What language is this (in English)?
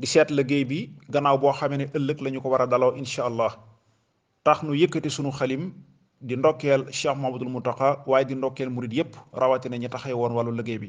Wolof